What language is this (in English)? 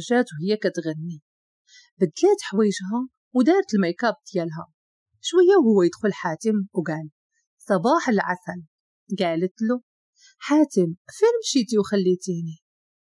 Moroccan Arabic